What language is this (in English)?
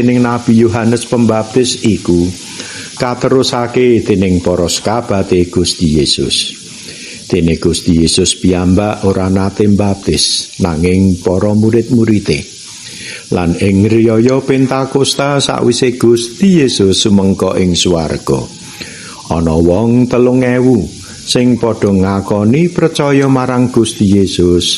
Javanese